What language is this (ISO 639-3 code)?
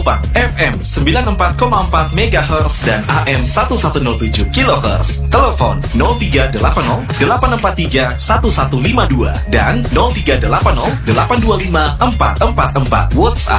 ind